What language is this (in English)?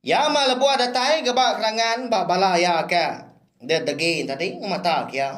Iban